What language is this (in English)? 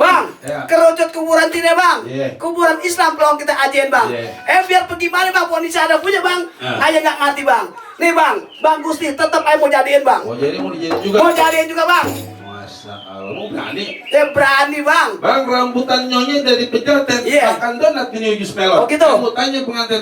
Betawi